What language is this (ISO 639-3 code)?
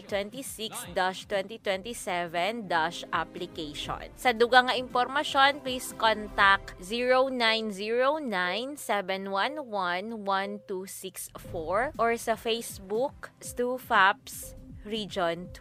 hil